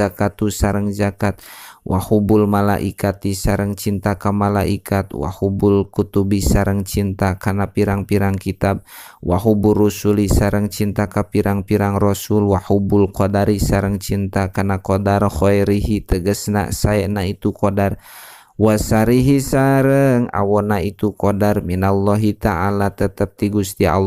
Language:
Sundanese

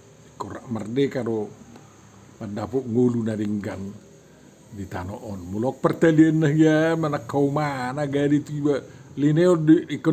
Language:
Batak Toba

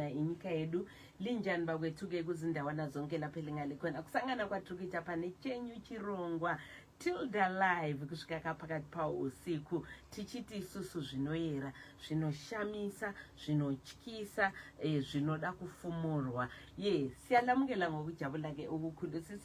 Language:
Shona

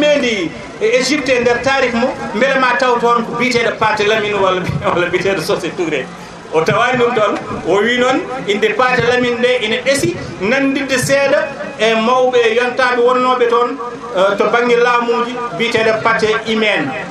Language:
Fula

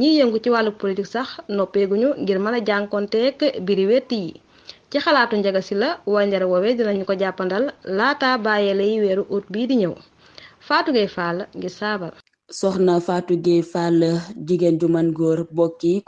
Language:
Wolof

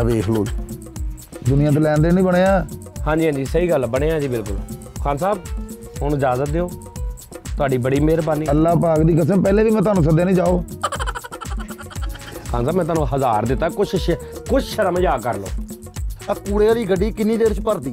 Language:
Punjabi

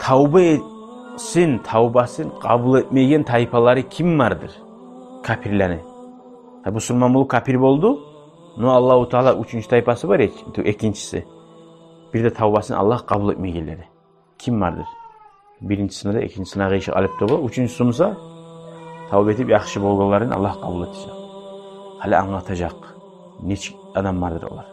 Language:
Kumyk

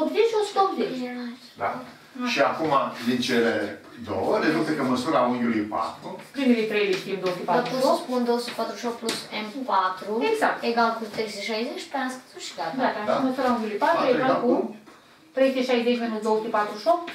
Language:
Romanian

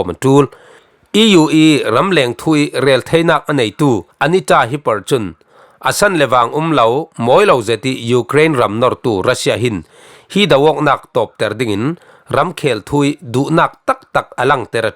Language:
Falam Chin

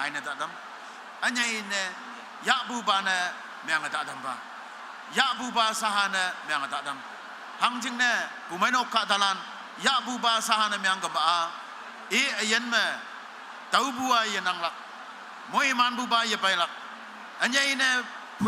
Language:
Konyak Naga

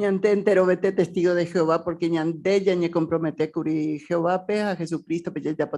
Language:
Guarani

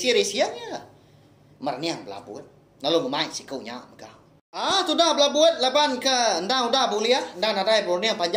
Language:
Iban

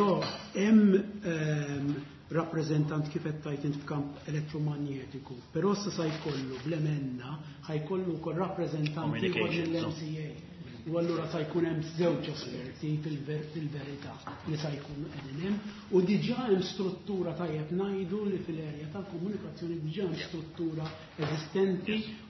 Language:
Maltese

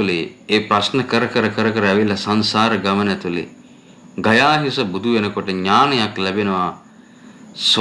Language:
Sinhala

